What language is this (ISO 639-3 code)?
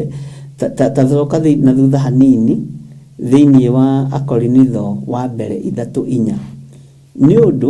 kik